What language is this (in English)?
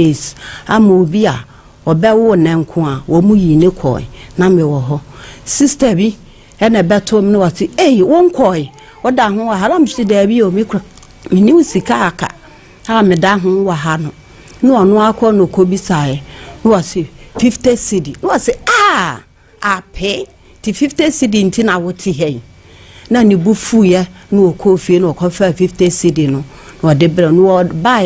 Akan